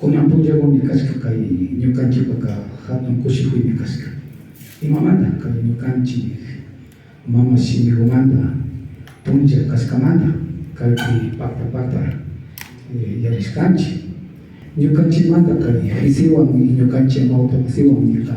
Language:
Imbabura Highland Quichua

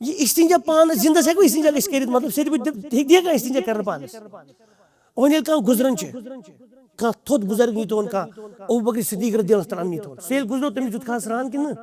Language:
Kashmiri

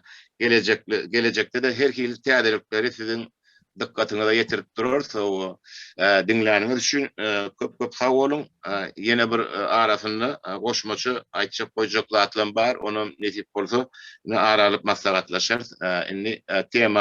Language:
Turkmen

